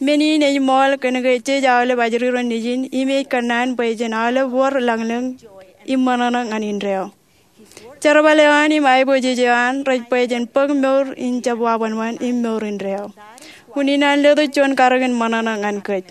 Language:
Marshallese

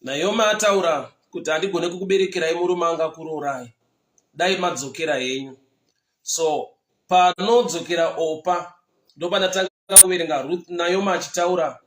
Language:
Shona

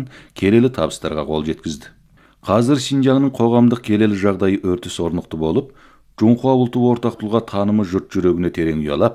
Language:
Kazakh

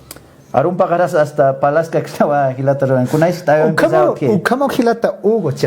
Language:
Aymara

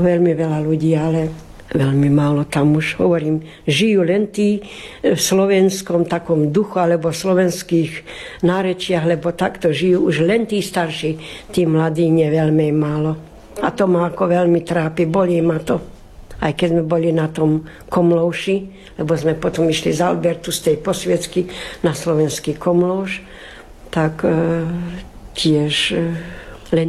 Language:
Slovak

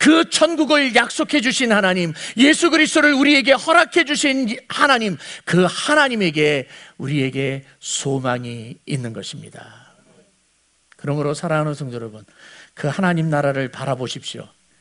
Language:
Korean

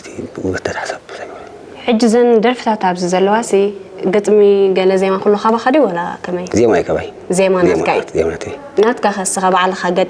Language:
Tigrinya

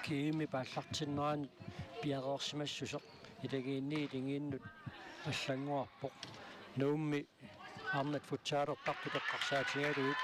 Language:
Kalaallisut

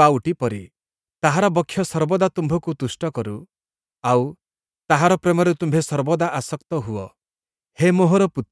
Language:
Odia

